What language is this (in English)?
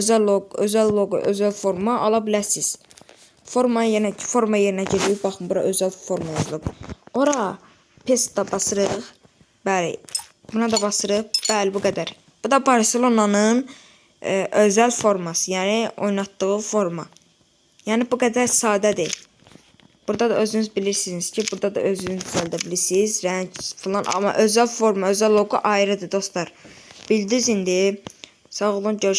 Azerbaijani